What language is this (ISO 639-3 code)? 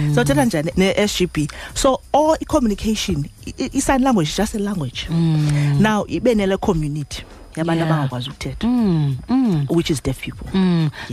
xho